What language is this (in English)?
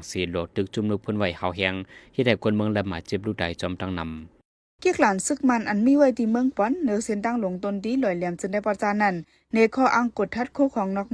Shan